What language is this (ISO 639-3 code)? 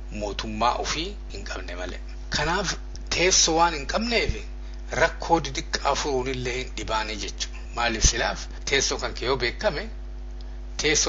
orm